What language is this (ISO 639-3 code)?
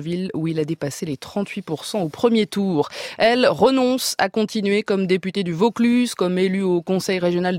fra